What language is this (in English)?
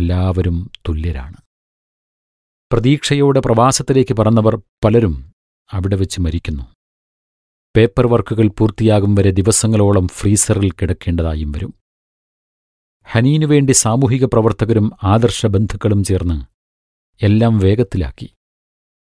Malayalam